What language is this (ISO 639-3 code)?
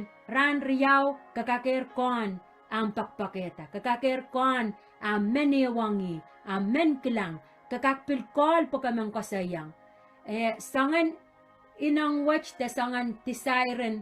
pon